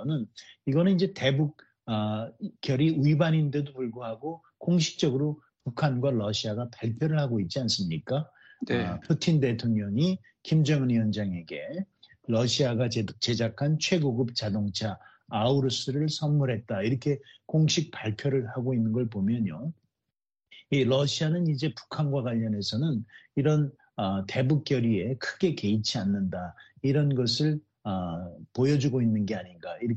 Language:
Korean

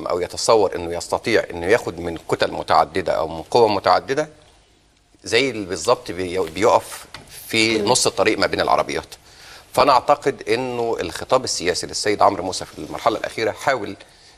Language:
Egyptian Arabic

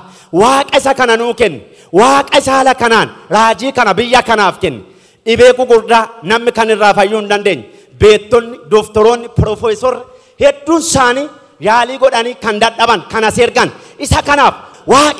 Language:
Oromo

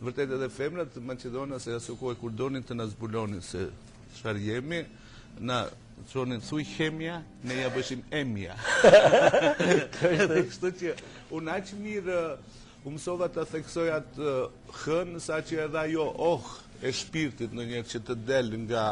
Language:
Albanian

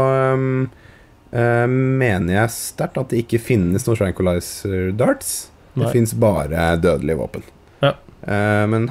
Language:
Norwegian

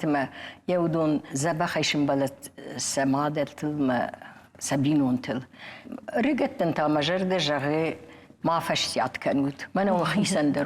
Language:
Ossetic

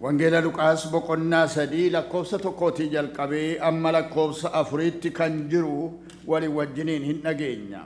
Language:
Oromo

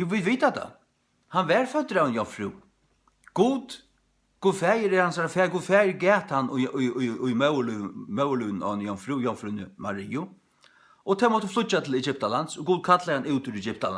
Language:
Faroese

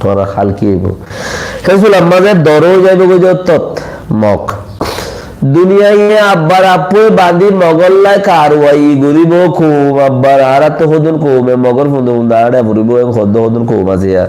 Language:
Rohingya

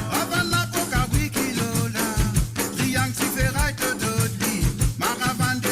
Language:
Morisyen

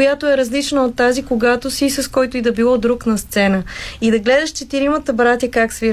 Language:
Bulgarian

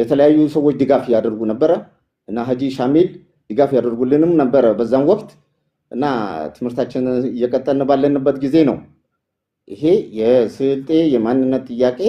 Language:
Amharic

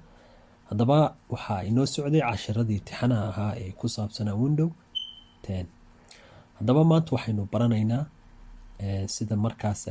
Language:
Somali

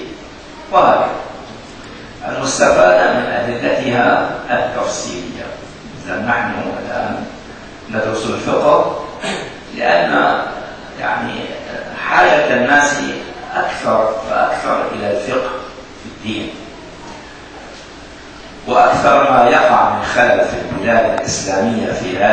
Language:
Arabic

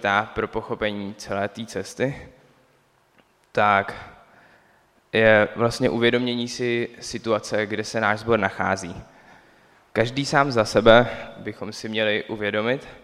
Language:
Czech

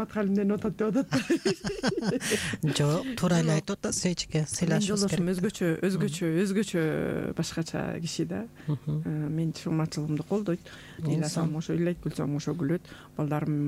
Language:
Kyrgyz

